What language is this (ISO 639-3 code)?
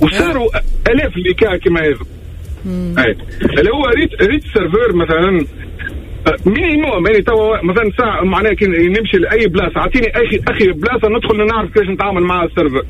aeb